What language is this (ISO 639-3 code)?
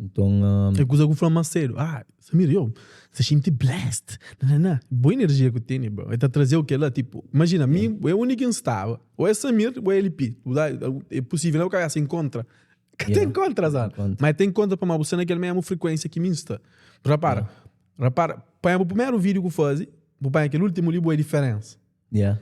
kea